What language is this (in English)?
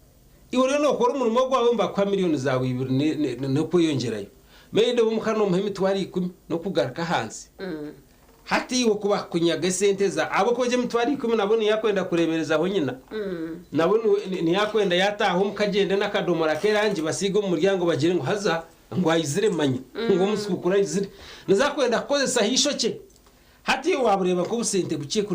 Nyankole